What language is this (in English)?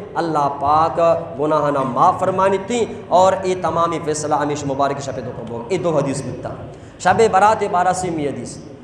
Eastern Balochi